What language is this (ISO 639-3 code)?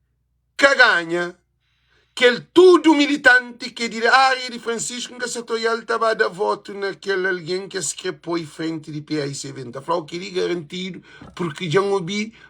kea